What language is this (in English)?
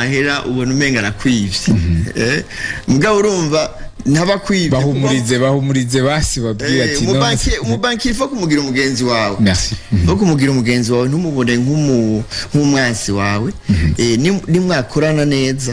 Rundi